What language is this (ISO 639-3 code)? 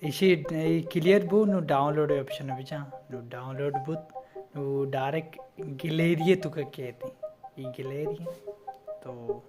bal